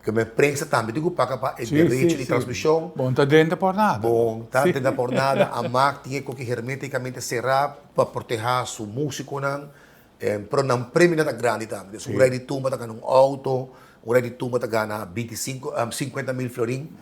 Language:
Papiamento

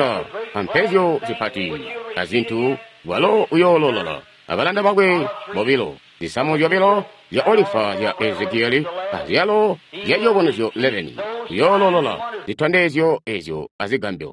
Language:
Tonga (Zambia)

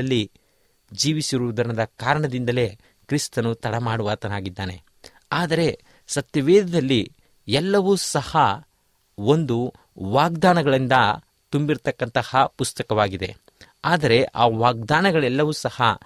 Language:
Kannada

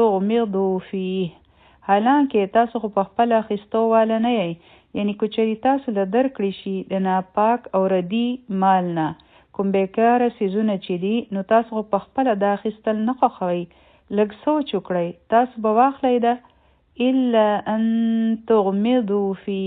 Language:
Pashto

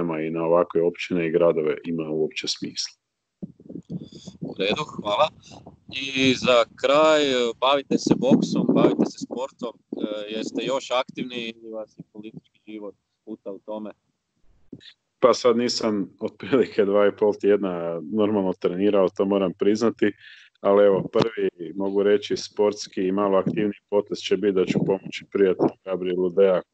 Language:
Croatian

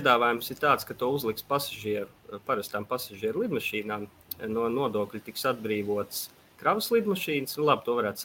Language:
Latvian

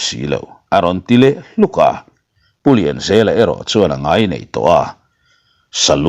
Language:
Mizo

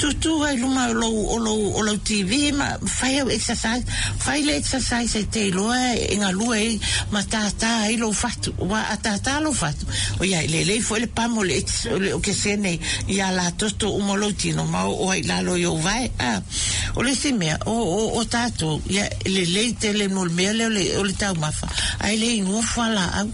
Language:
Samoan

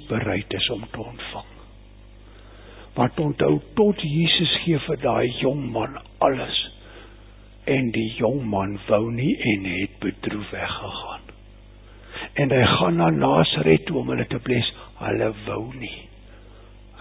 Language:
Afrikaans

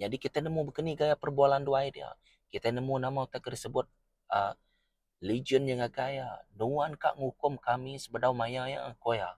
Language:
Iban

